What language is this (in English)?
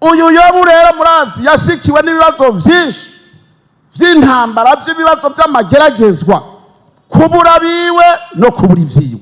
Rundi